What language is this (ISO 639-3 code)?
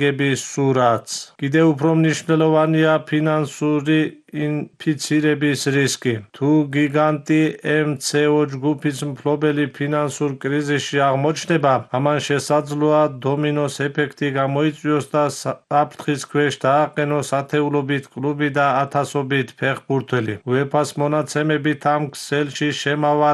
kat